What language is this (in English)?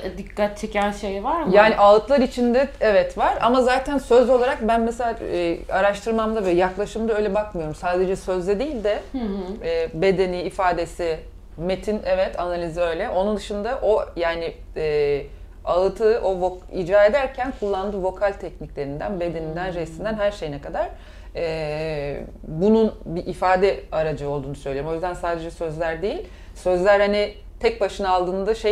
Turkish